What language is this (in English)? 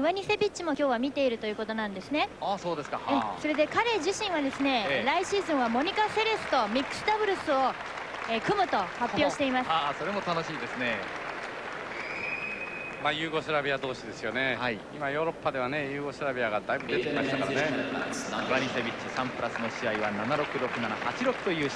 Japanese